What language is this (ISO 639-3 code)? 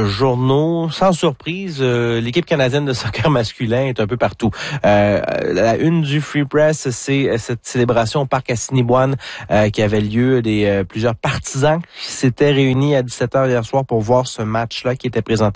fra